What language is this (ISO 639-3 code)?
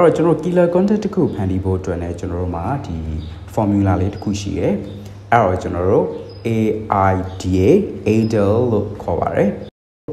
mya